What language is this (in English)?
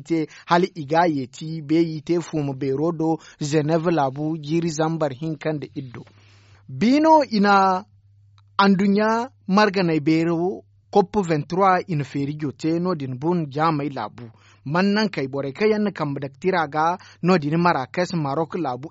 Zarma